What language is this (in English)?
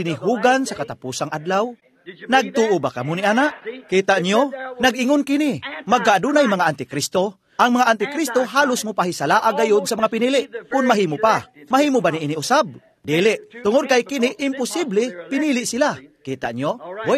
Cebuano